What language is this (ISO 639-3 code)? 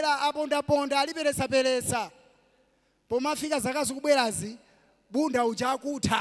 nya